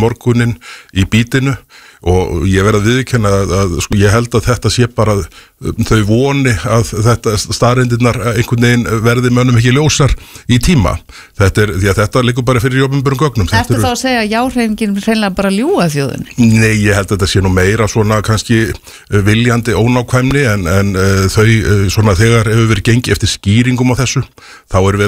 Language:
Icelandic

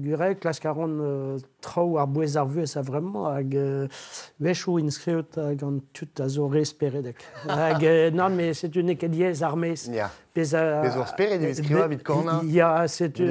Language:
Breton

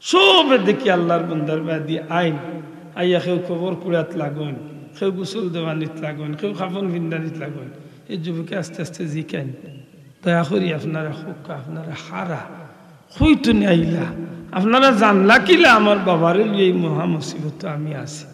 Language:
Sylheti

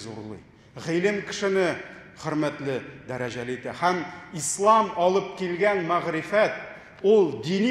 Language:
Tatar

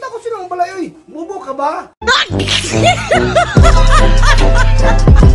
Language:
Cebuano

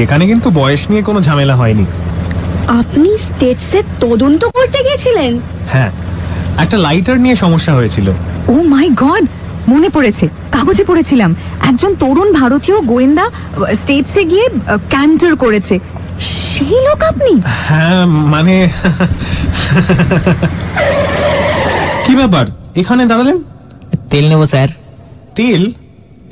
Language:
Bangla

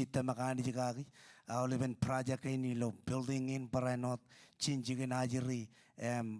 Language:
Marshallese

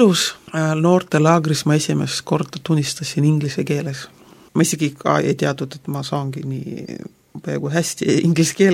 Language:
Estonian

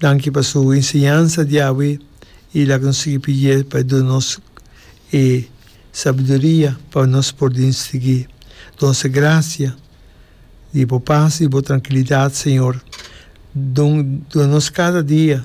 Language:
Papiamento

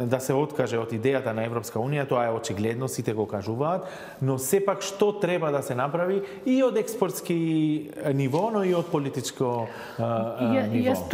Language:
Macedonian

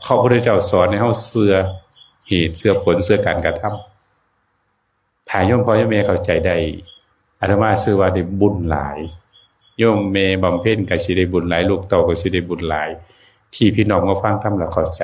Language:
Northeastern Thai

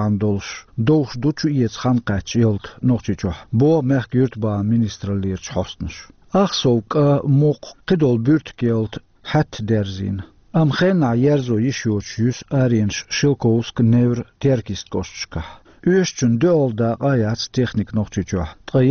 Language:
Chechen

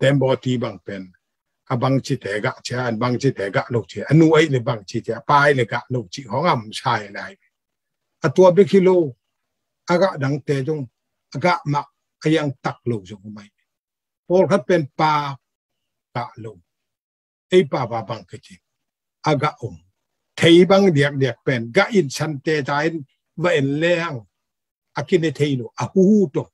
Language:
Tedim Chin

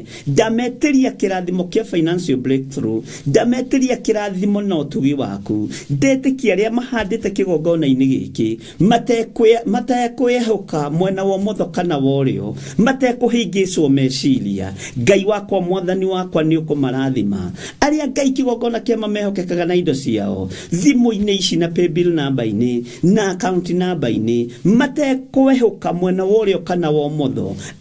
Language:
Kikuyu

